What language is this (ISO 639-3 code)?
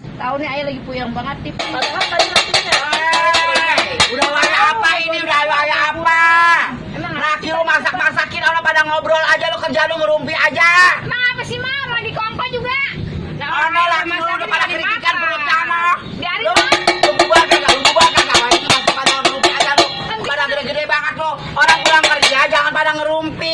bew